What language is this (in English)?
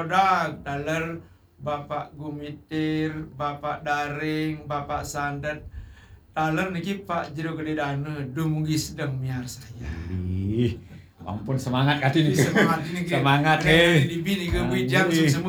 Balinese